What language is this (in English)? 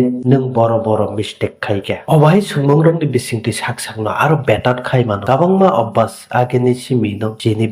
Kok Borok